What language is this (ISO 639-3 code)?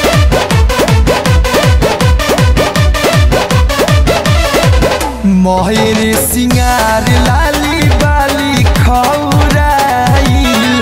bho